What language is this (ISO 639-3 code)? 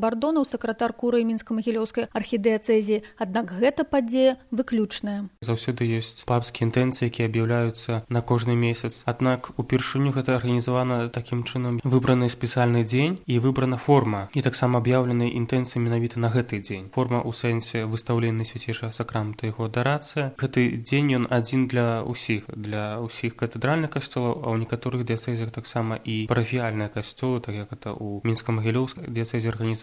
bel